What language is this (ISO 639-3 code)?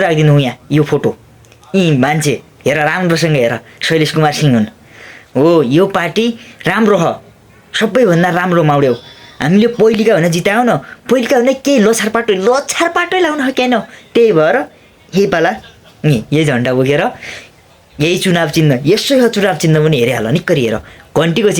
nep